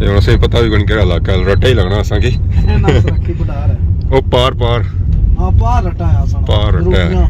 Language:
Pahari-Potwari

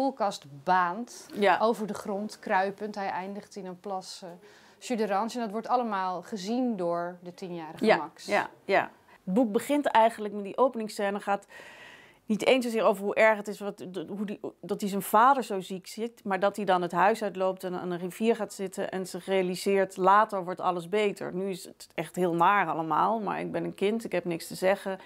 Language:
Dutch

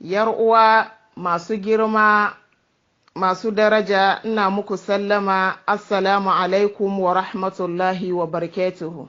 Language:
Hausa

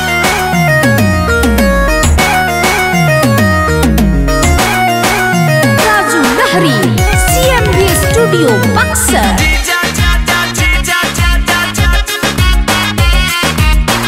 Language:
Bhojpuri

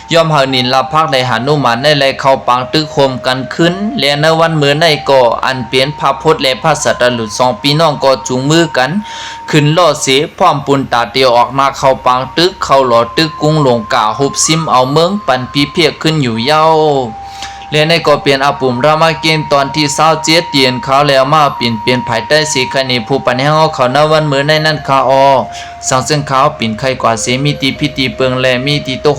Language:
Shan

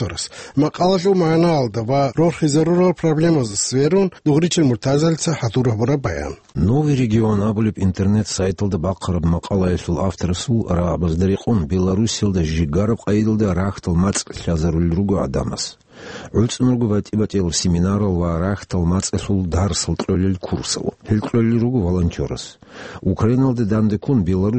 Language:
Avaric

